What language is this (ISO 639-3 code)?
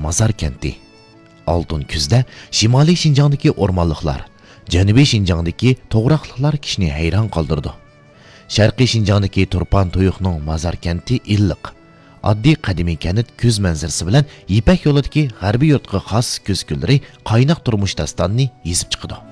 uig